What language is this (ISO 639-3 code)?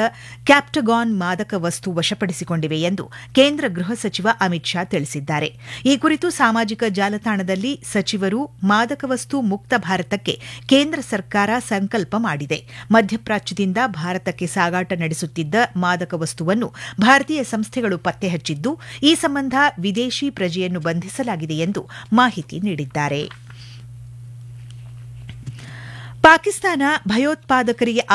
kan